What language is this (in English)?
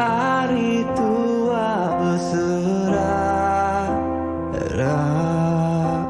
Iban